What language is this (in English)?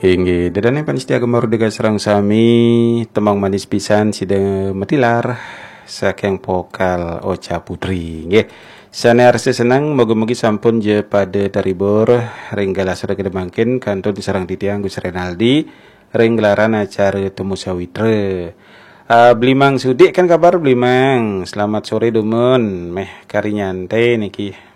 Balinese